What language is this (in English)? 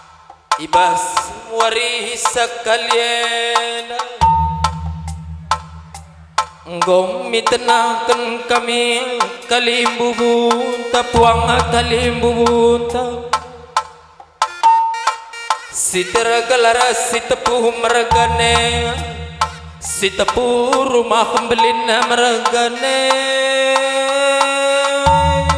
Batak Karo